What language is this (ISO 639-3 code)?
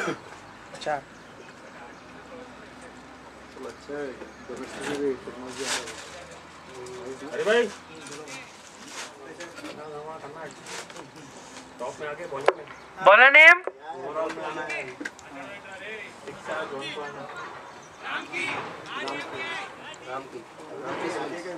hin